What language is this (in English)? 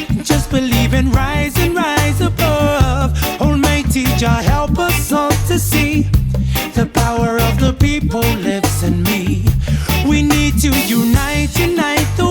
Māori